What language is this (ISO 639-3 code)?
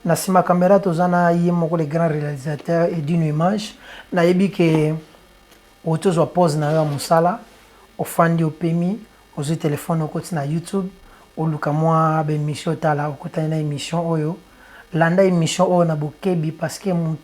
lin